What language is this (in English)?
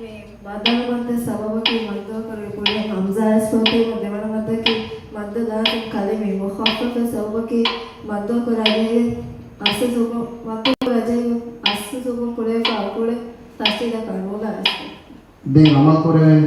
Divehi